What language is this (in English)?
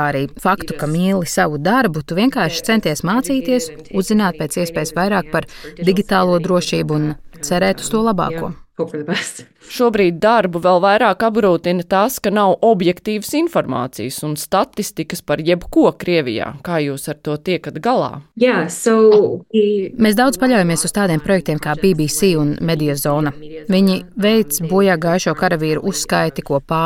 Latvian